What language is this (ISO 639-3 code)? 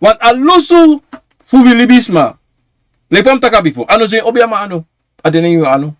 srn